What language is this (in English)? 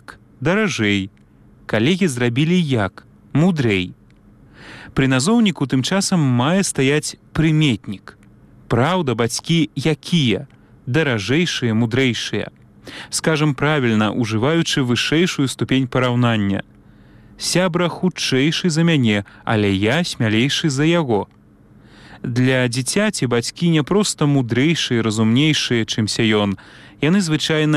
Belarusian